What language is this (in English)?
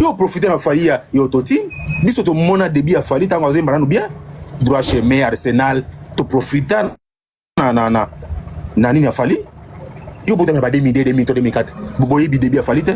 Lingala